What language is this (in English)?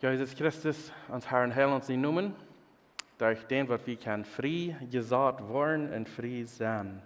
Plautdietsch